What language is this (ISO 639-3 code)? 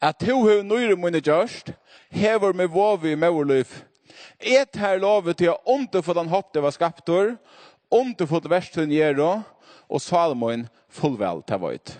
fao